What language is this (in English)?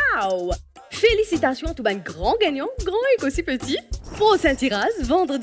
Morisyen